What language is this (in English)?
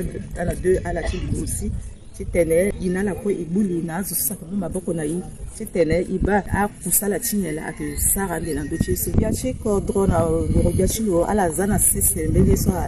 Sango